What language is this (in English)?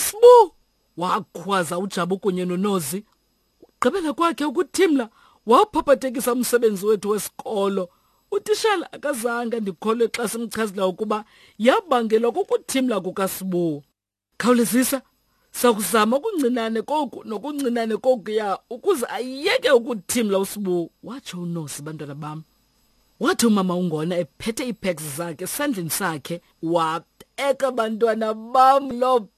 Xhosa